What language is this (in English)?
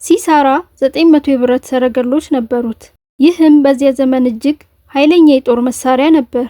Amharic